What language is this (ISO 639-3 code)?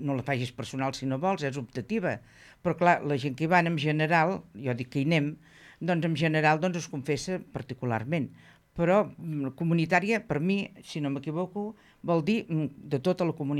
cat